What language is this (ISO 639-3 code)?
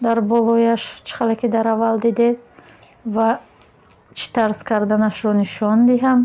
tgk